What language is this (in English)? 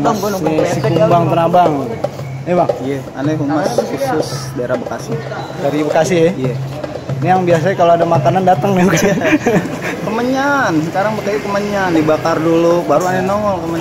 Betawi